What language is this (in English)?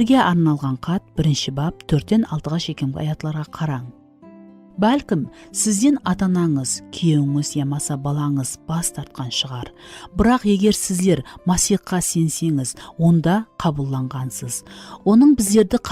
Kara-Kalpak